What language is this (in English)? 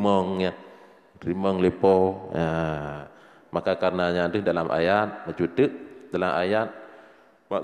Achinese